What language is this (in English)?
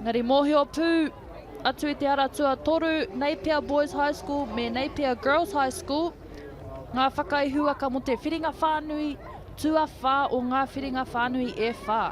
Māori